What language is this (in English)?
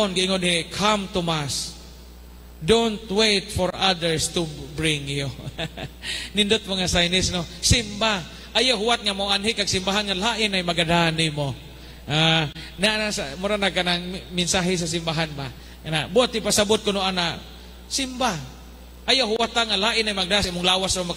Cebuano